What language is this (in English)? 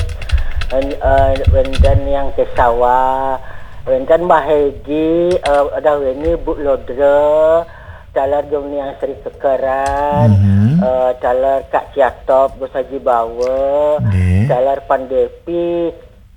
Balinese